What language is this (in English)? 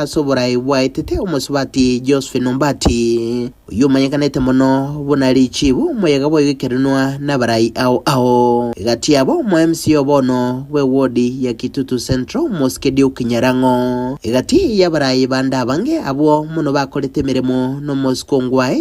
Gusii